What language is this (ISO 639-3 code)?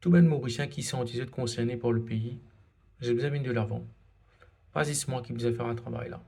mfe